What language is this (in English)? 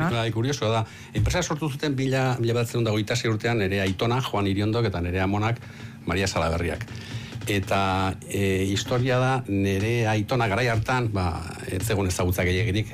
Basque